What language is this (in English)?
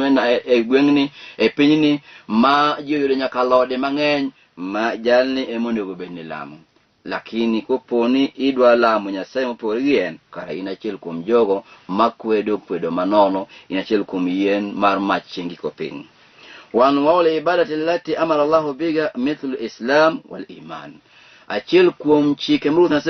Luo (Kenya and Tanzania)